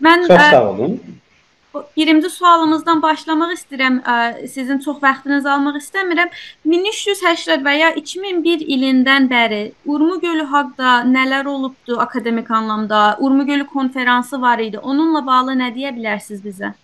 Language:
South Azerbaijani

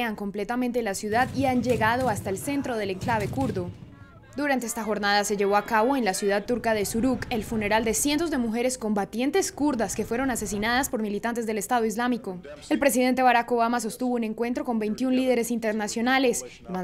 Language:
Spanish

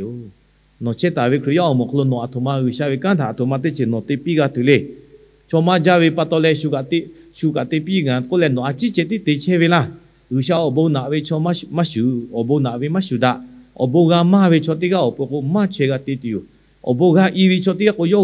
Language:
Lahu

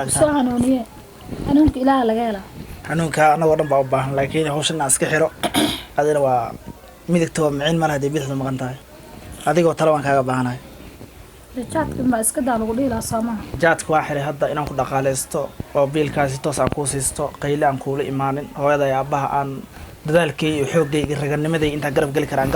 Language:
Somali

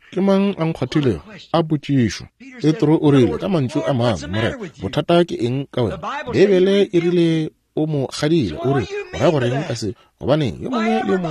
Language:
Northern Sotho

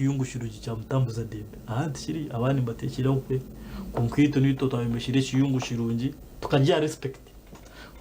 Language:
Nyankole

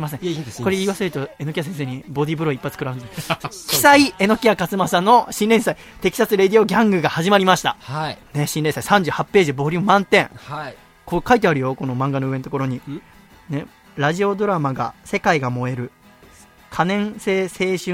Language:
Japanese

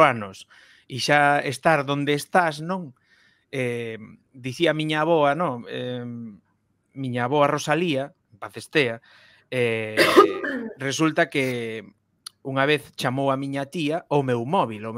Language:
Galician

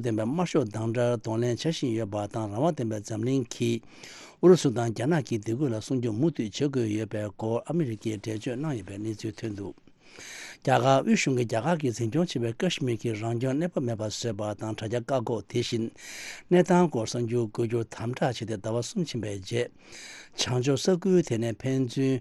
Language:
Tibetan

